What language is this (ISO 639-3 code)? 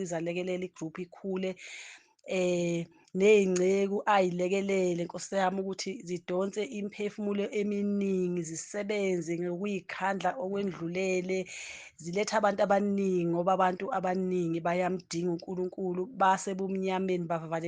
zul